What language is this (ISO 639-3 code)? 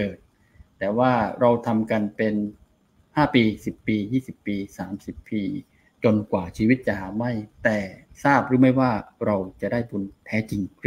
tha